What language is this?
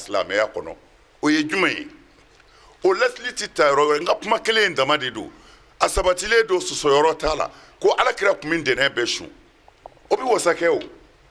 Bambara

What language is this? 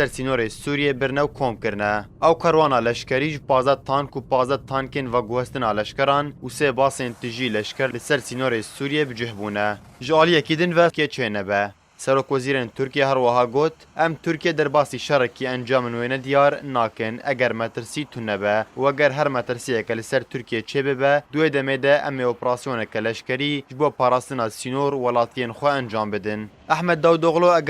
Kurdish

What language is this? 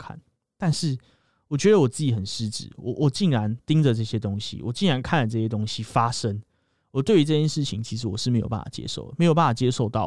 Chinese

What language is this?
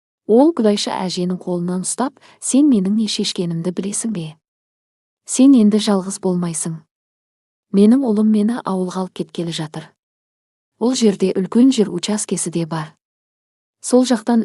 Kazakh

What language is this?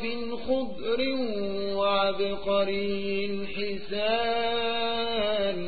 Arabic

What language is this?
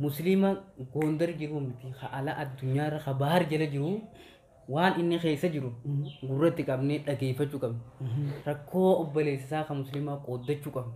Oromo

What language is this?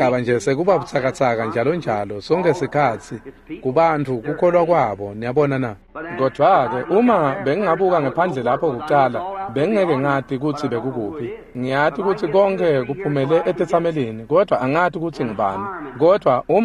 Swati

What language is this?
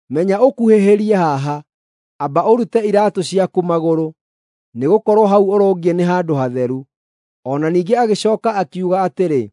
Kikuyu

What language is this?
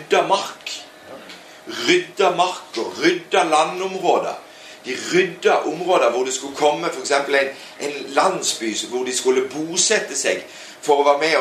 Norwegian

